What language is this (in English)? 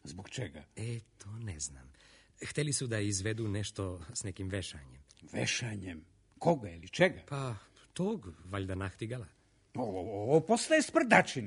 Serbian